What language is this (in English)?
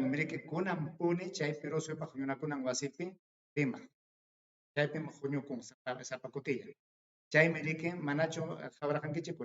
Ayacucho Quechua